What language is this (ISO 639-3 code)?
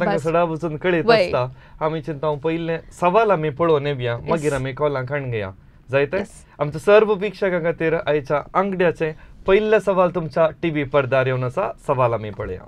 kok